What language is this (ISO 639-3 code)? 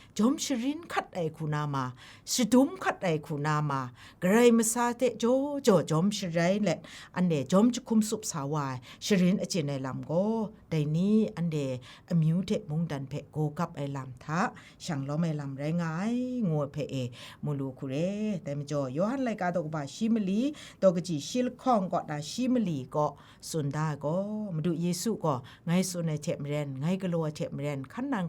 kac